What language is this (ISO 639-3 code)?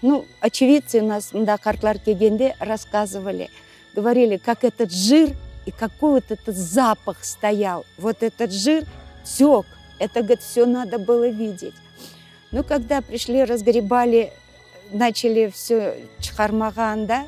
crh